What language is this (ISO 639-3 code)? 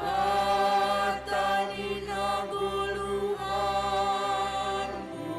bts